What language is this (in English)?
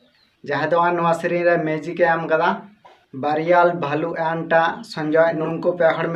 Santali